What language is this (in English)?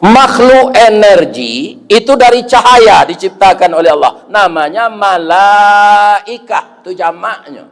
Minangkabau